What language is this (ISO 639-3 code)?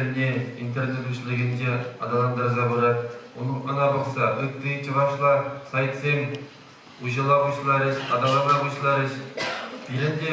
chv